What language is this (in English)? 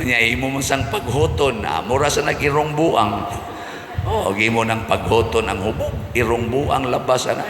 Cebuano